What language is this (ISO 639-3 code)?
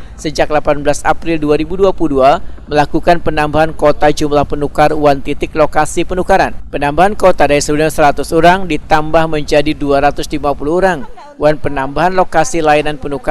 bjn